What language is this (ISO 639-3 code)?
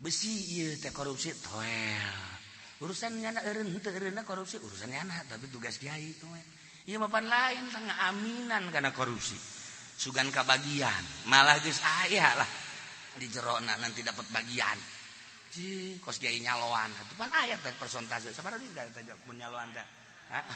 sun